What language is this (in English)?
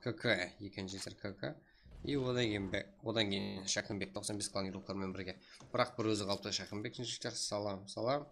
Kara-Kalpak